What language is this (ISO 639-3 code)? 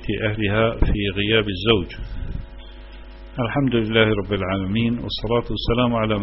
ara